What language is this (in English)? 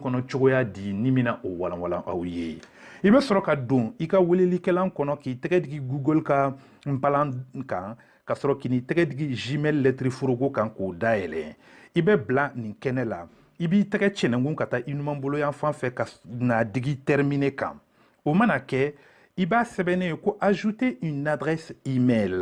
Bambara